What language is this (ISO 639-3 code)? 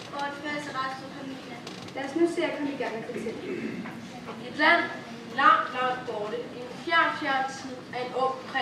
dan